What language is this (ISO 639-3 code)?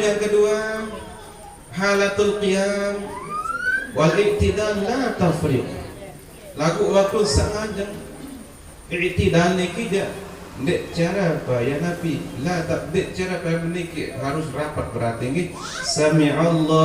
sas